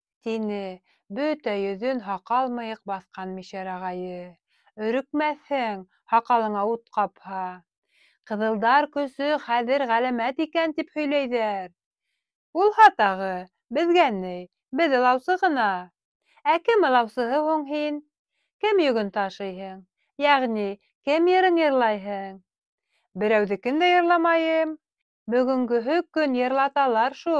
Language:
Bashkir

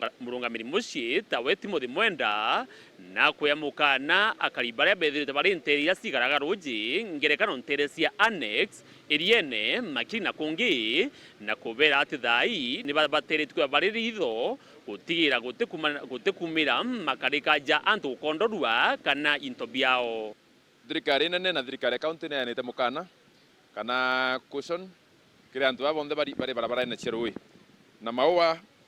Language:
Meru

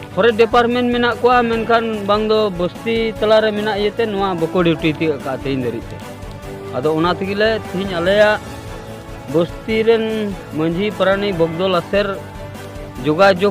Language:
Santali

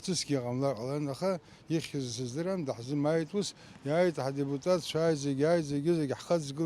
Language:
Abkhazian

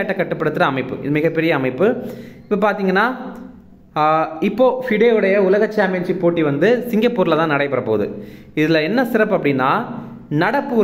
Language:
Tamil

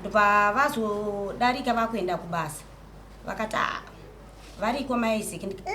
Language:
Shona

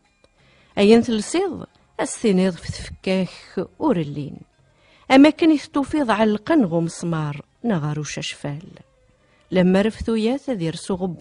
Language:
Kabyle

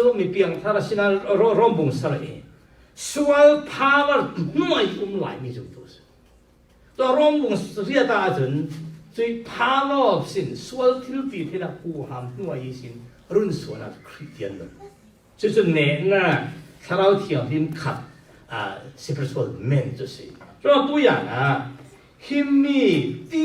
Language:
Falam Chin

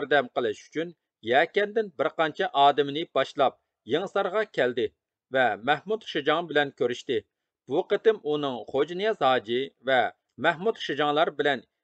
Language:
Uyghur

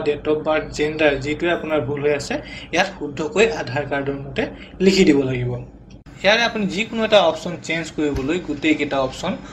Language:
Assamese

